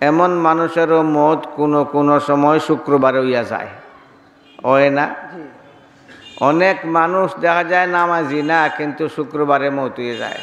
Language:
Sylheti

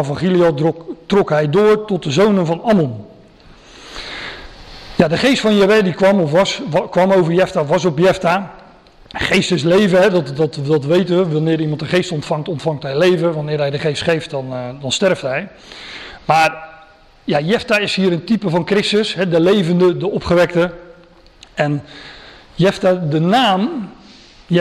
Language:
Dutch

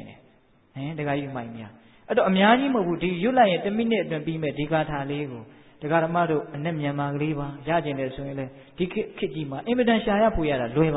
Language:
Burmese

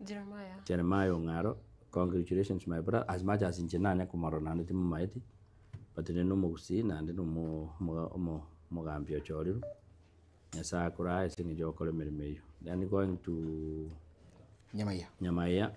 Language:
Gusii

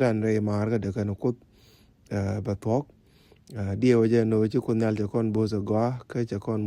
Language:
Nuer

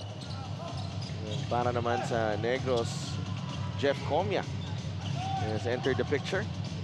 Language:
Filipino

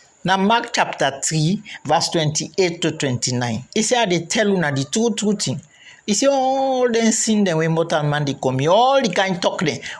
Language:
Krio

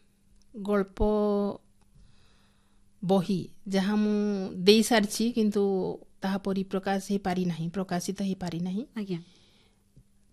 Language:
Odia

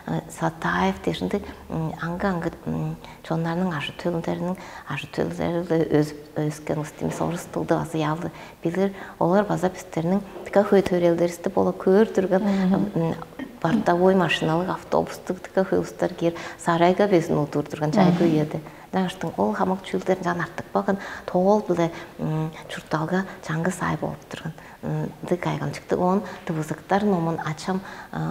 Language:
Tuvinian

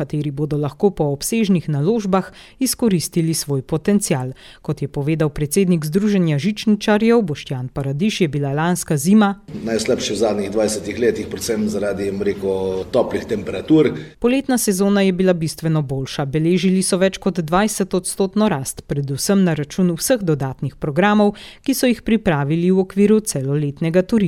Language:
Slovenian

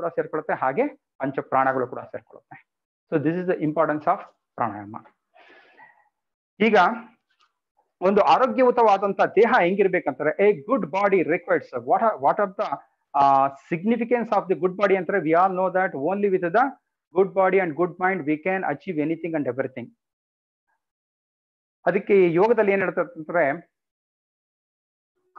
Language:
Kannada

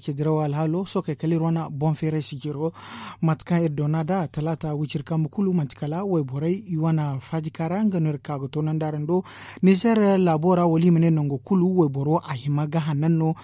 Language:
Zarma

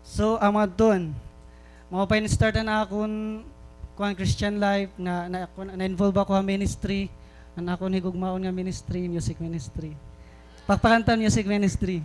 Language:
Waray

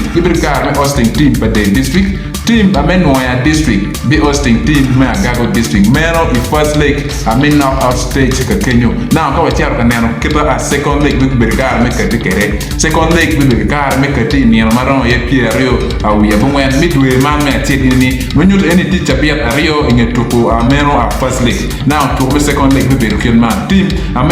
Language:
Acoli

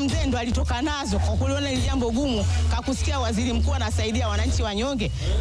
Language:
Swahili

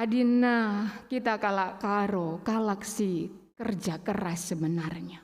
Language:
Batak Karo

